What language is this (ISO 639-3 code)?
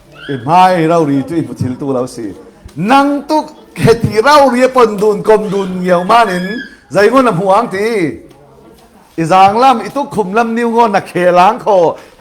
cfm